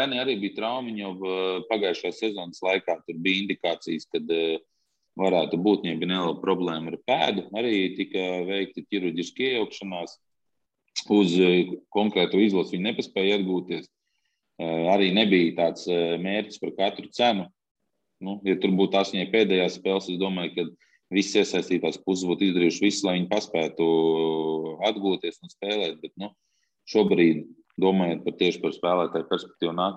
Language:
Latvian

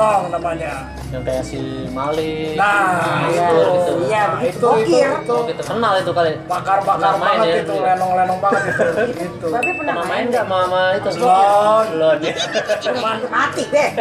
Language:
Betawi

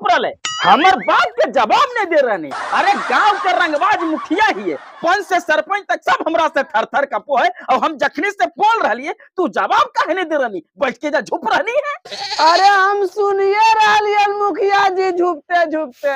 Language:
Magahi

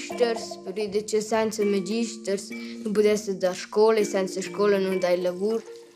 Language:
Romansh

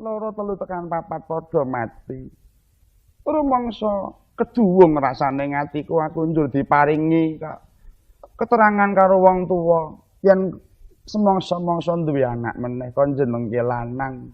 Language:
Javanese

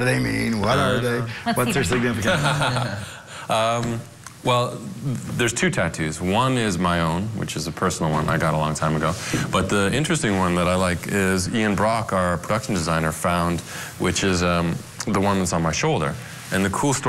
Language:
English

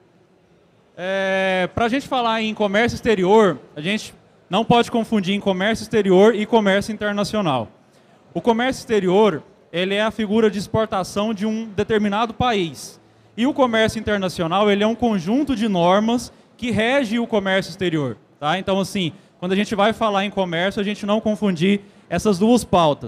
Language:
Portuguese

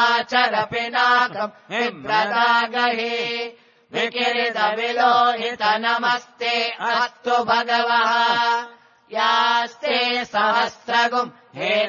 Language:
Sanskrit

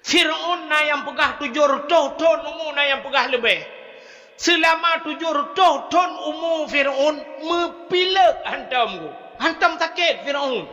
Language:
Achinese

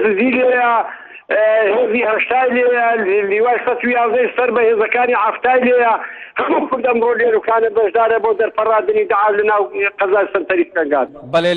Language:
Central Kurdish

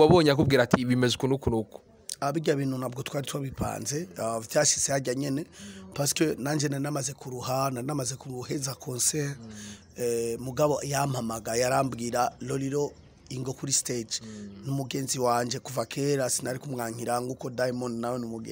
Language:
Rundi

